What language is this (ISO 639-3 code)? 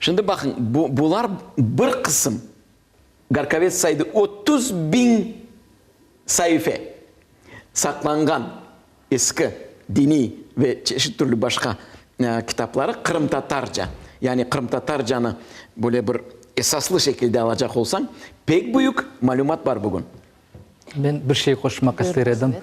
crh